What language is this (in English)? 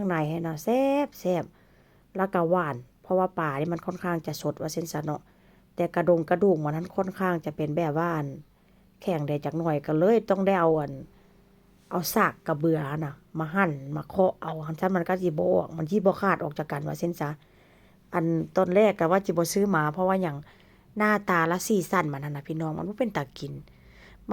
Northeastern Thai